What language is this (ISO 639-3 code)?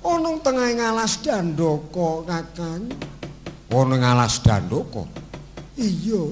jav